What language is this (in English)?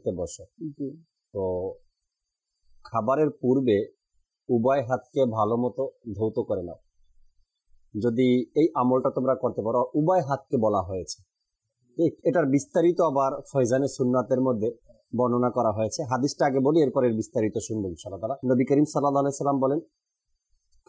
Bangla